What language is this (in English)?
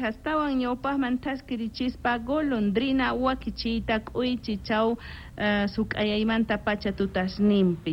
Quechua